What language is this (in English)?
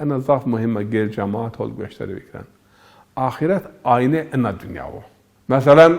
Zaza